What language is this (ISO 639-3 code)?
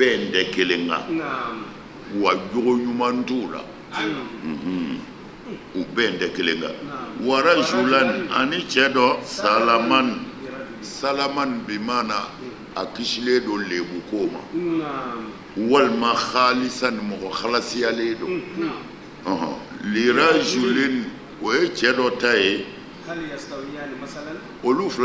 bam